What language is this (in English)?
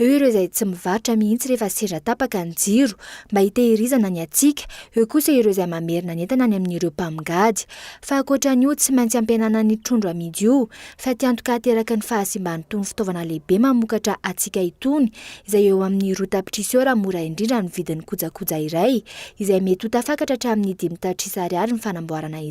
Malagasy